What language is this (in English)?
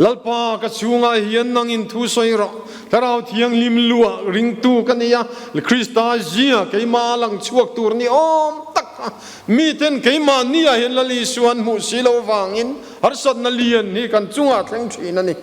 Mizo